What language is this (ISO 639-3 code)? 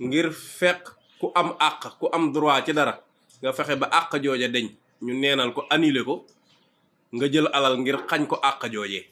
wol